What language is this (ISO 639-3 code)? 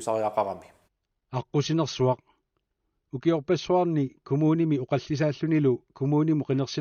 kal